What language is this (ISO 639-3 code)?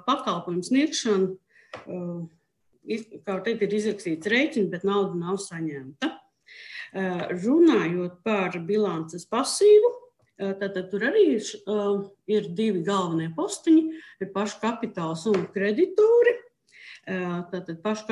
lav